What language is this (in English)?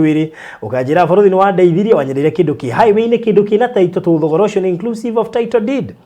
Kikuyu